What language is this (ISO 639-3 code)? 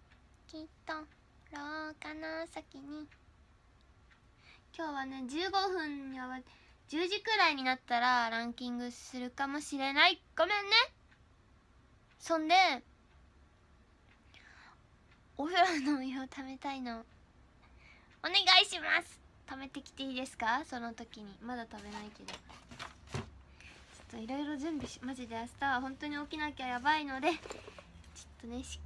jpn